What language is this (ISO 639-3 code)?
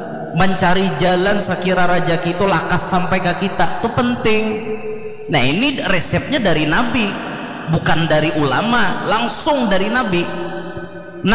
bjn